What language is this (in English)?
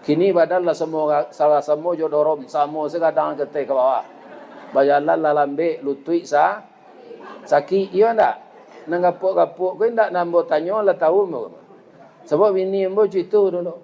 Minangkabau